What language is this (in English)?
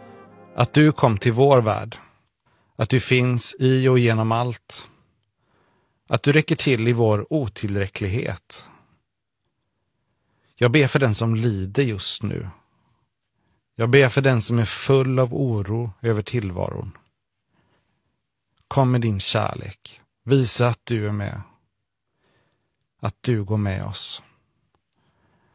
Swedish